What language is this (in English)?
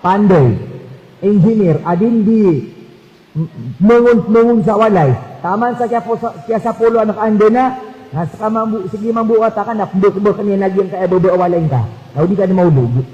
Maranao